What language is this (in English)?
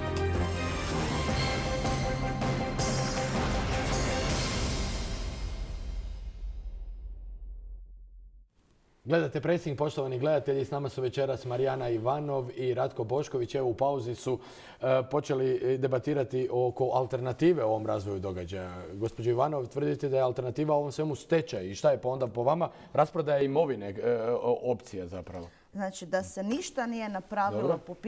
Croatian